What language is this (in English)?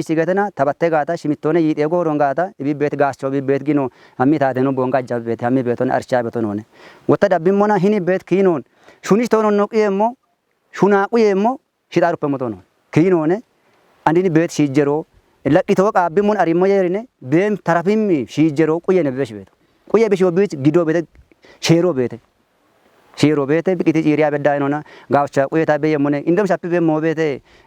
Kafa